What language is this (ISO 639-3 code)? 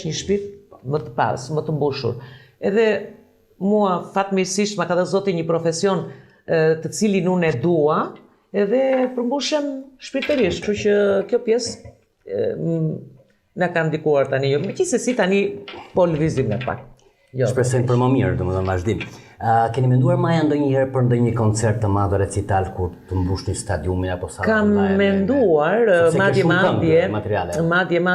sqi